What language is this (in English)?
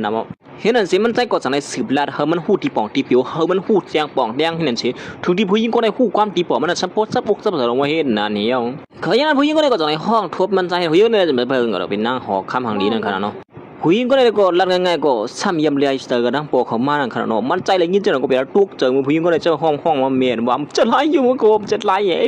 Shan